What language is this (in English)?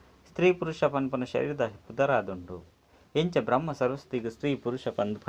Tulu